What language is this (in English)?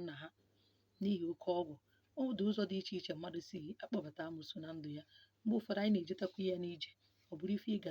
Igbo